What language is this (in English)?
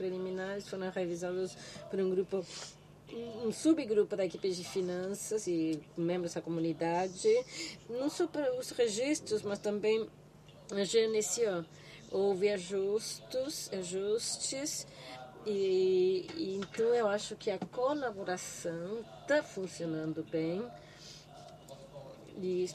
Portuguese